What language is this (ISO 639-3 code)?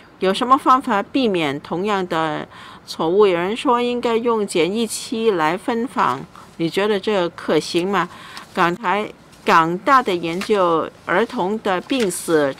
zho